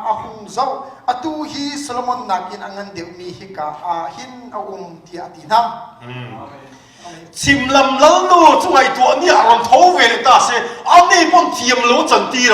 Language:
Hakha Chin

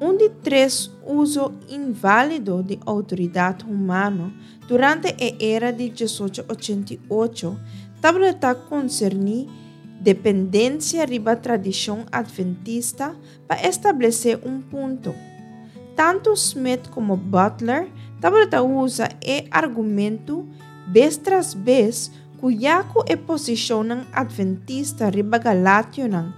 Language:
Papiamento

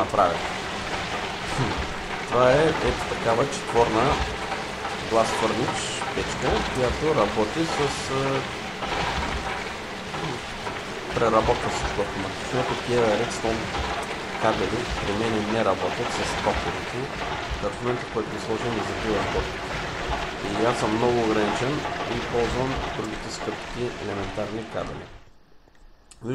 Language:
Bulgarian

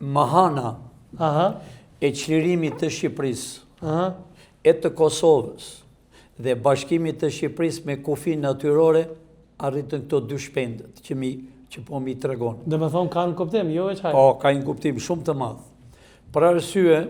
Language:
Albanian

